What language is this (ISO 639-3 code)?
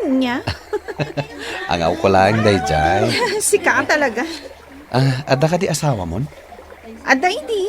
ilo